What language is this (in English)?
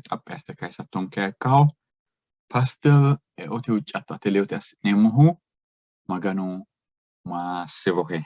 Sidamo